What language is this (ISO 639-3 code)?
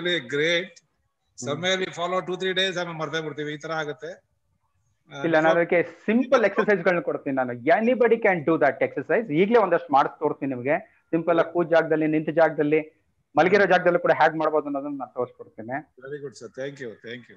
kan